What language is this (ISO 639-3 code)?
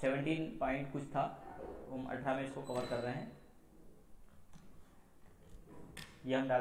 hin